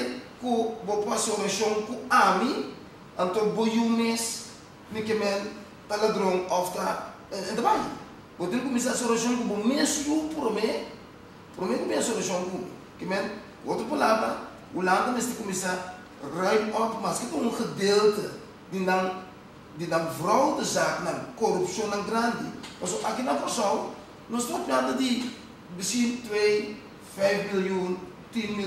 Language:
Papiamento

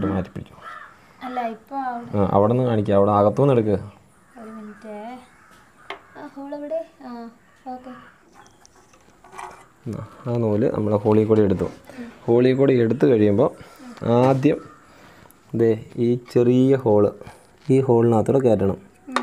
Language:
Malayalam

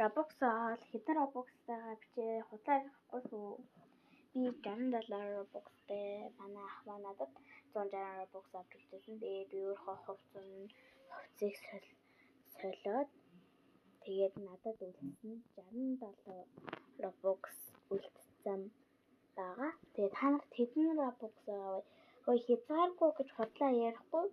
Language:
Mongolian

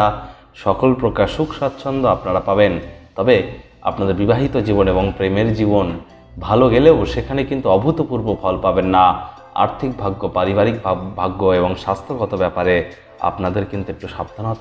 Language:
Bangla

